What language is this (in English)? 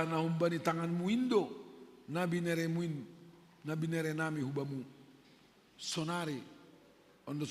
Batak Simalungun